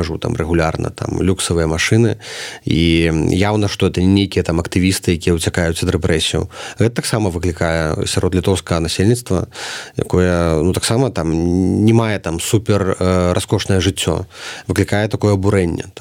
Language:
Belarusian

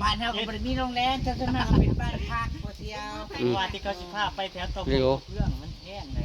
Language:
Northeastern Thai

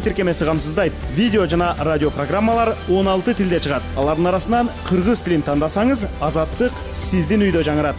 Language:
Kyrgyz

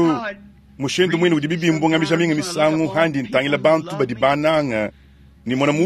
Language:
Luba-Lulua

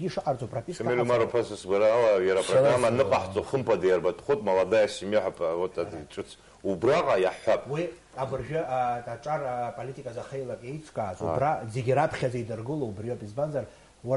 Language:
Abkhazian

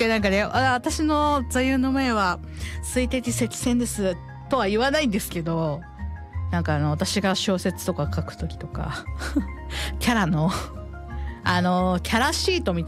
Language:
Japanese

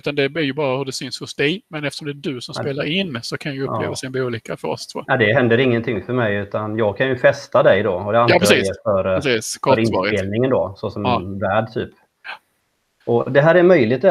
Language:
Swedish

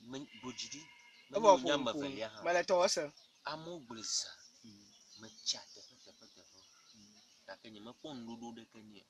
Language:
Ewe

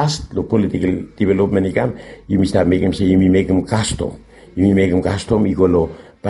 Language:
Bislama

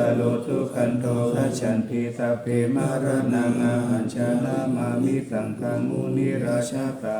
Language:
Pali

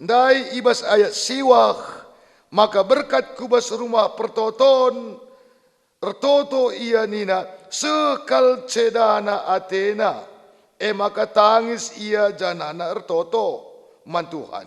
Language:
Batak Karo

